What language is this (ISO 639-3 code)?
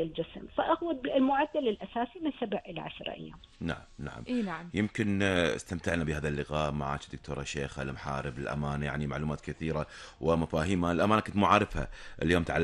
afb